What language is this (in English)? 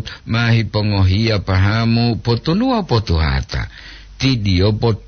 Gorontalo